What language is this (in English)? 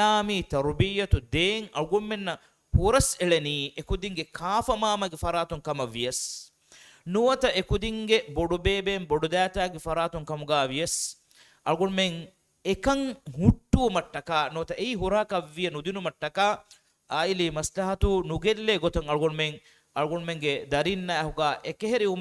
Divehi